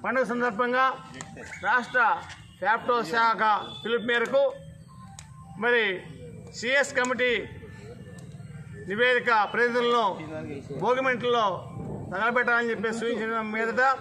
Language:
Telugu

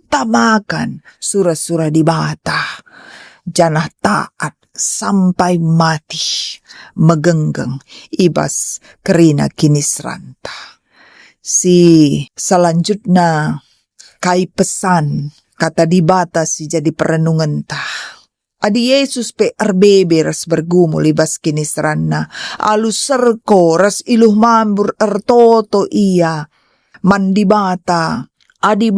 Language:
Batak Karo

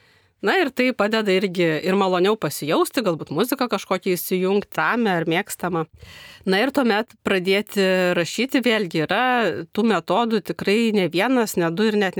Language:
Lithuanian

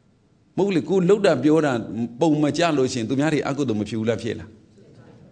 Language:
Burmese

